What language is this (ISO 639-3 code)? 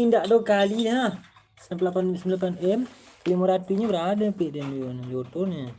min